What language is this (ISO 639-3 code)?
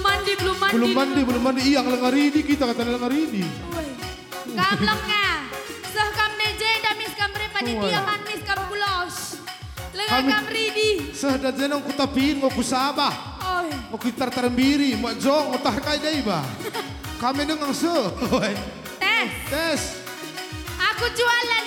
btx